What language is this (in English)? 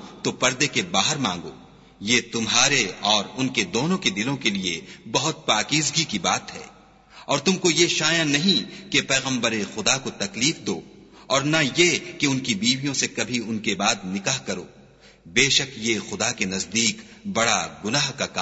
Urdu